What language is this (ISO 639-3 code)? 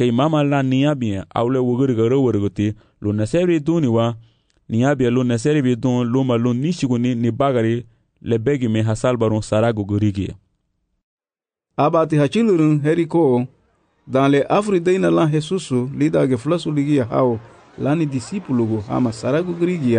cab